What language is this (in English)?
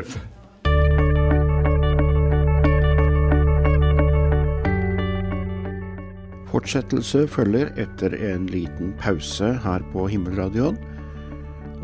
Norwegian